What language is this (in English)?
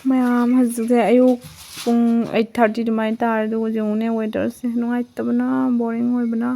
Manipuri